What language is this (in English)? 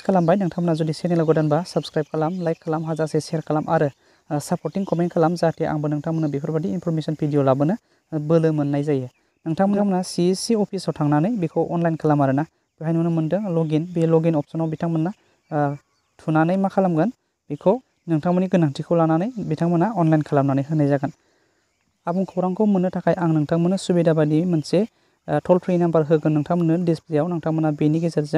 Bodo